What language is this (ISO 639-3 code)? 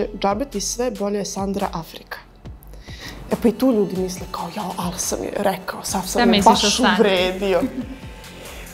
srp